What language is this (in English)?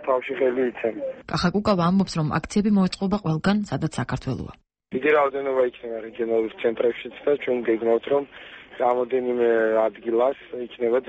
Georgian